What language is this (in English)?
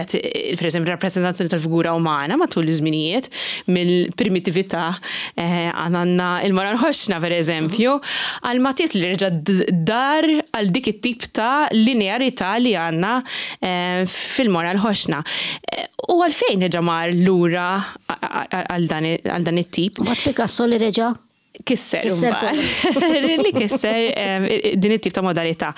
Maltese